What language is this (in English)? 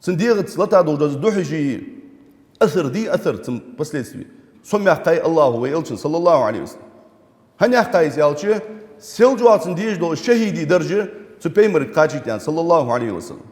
Ingush